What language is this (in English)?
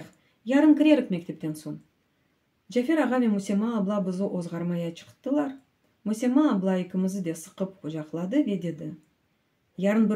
Crimean Tatar